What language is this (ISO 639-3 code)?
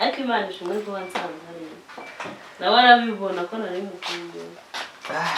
kin